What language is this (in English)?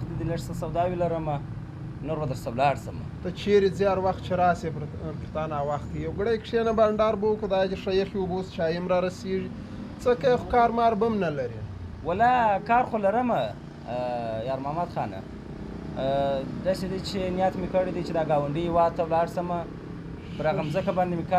Pashto